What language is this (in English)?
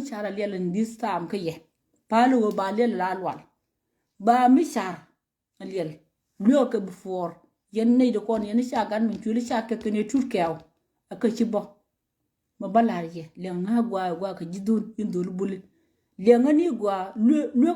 Nuer